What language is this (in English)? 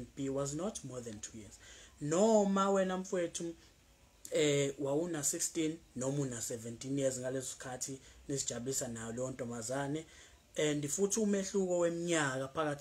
Zulu